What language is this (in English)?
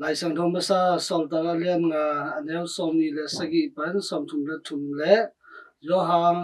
Tedim Chin